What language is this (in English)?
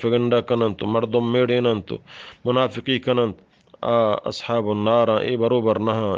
Eastern Balochi